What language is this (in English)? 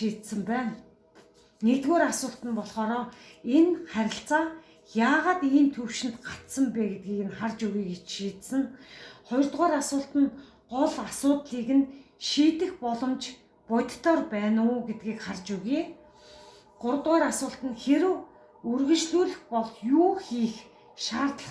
Mongolian